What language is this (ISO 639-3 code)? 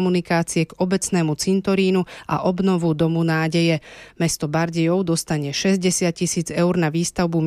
slk